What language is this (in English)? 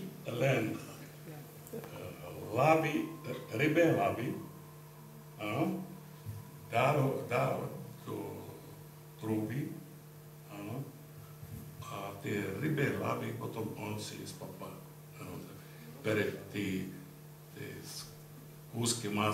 Slovak